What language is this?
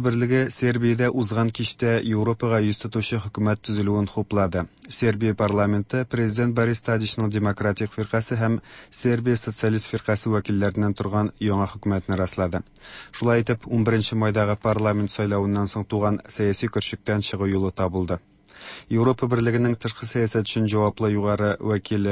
Tatar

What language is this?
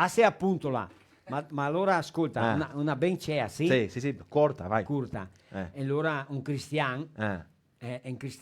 Venetian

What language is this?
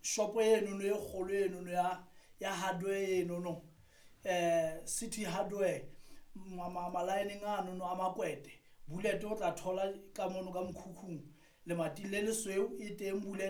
Southern Sotho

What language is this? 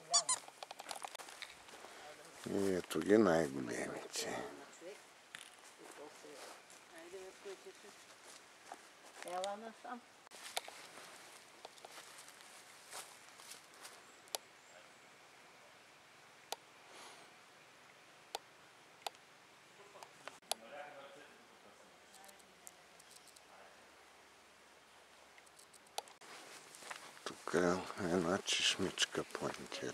Bulgarian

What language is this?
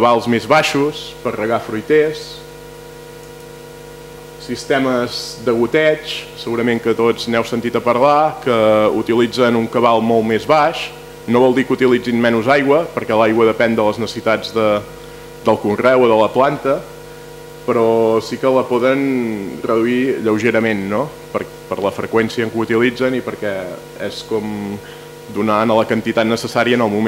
Catalan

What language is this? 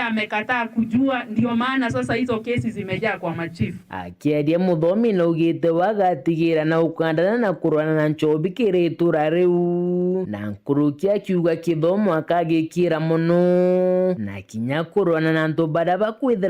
Meru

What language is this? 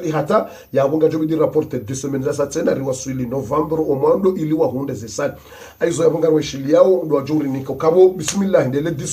Ngazidja Comorian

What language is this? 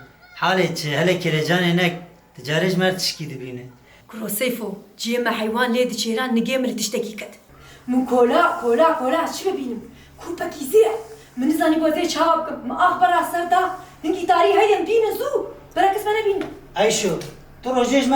Kurdish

